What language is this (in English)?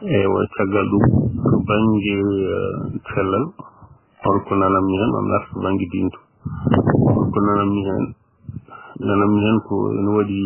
Fula